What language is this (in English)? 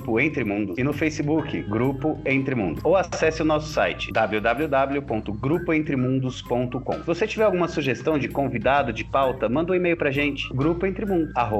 Portuguese